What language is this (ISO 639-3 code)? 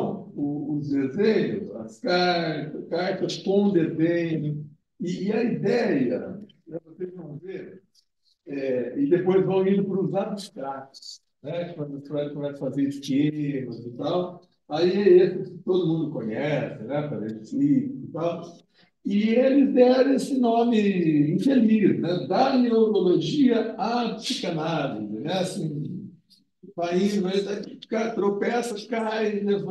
por